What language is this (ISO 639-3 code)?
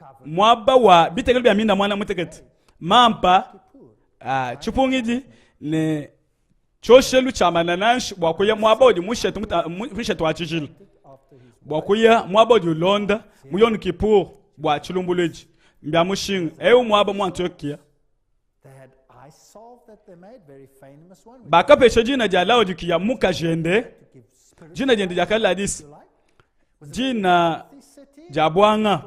lua